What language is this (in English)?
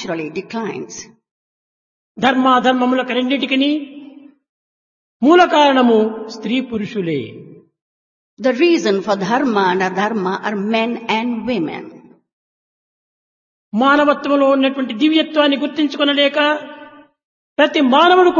Telugu